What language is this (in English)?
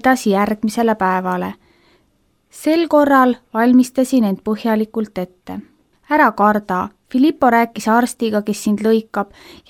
Estonian